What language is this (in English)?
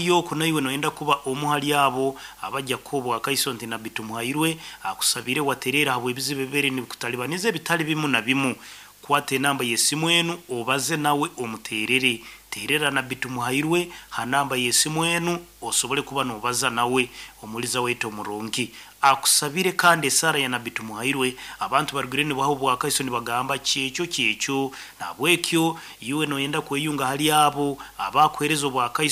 Nyoro